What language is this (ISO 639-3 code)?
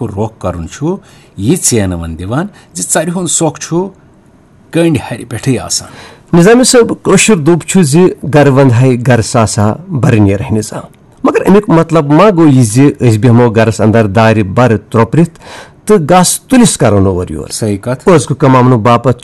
kas